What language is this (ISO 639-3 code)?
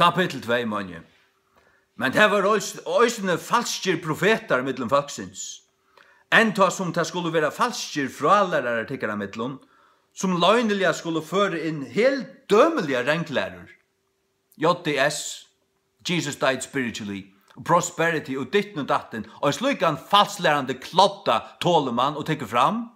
fao